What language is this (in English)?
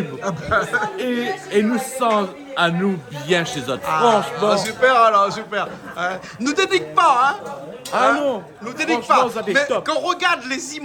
Réunion Creole French